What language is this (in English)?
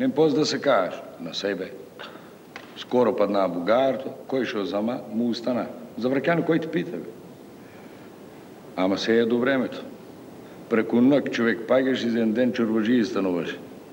Macedonian